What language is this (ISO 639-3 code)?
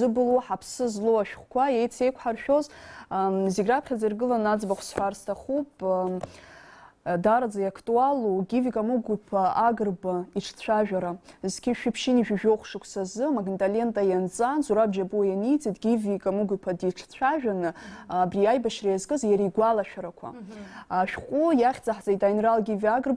abk